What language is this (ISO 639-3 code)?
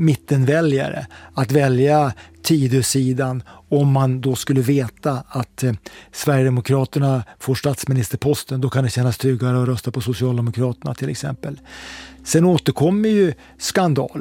swe